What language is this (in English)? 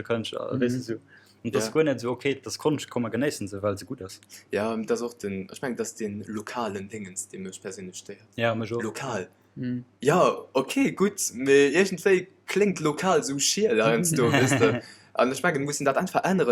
Luxembourgish